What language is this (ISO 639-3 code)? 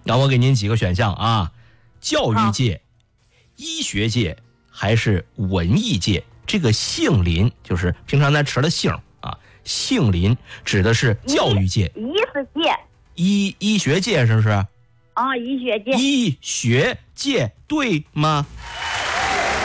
zho